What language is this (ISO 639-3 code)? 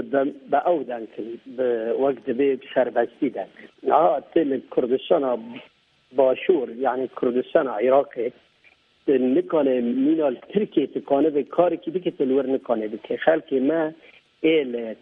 kur